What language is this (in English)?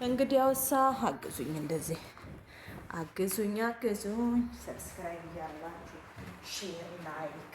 Amharic